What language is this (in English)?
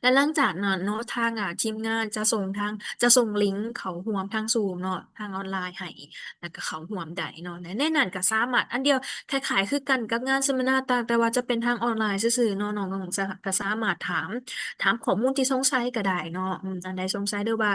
Lao